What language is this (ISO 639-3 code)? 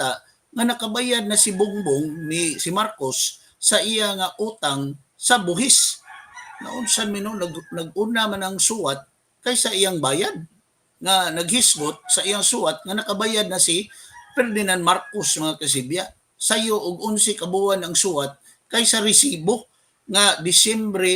ceb